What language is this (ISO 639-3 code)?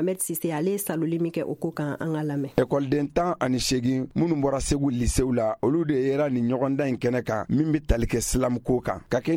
bam